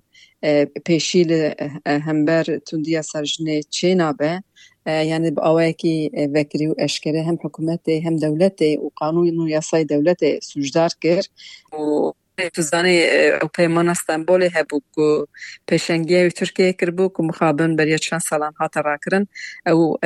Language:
Kurdish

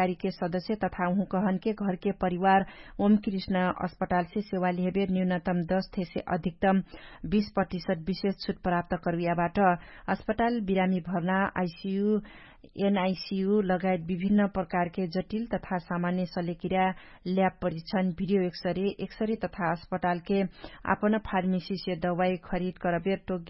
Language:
Dangaura Tharu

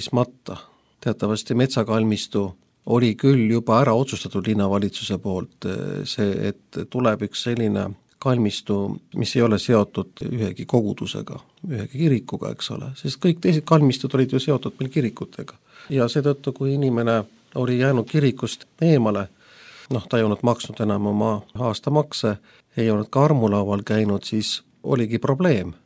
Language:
Estonian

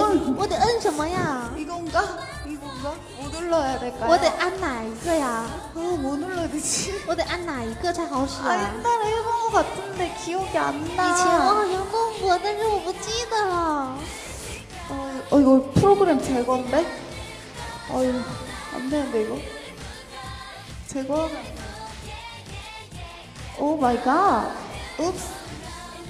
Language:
Korean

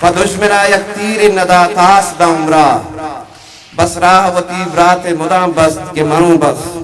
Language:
Eastern Balochi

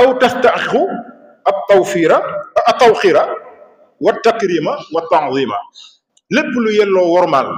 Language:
Wolof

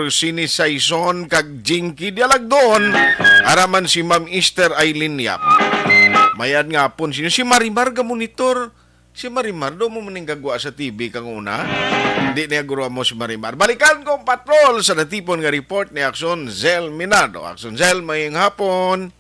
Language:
Hiligaynon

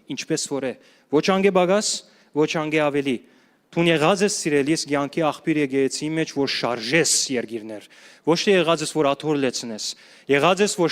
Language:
Western Armenian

